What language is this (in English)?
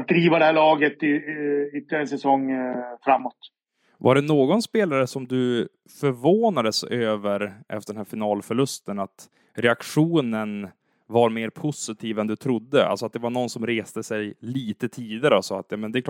Swedish